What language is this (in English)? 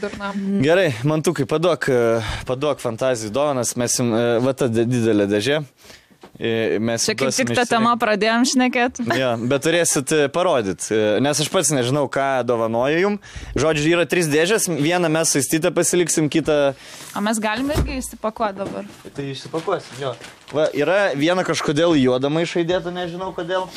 Lithuanian